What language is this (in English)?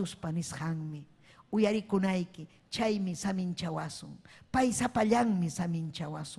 Ayacucho Quechua